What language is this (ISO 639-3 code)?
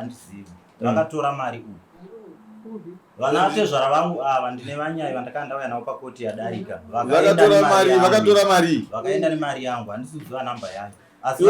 sna